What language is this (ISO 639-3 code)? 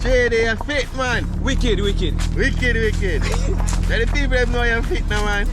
jam